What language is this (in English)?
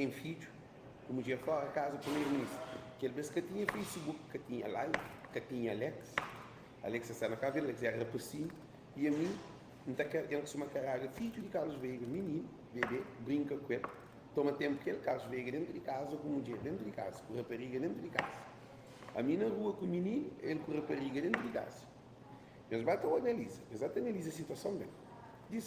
Kabuverdianu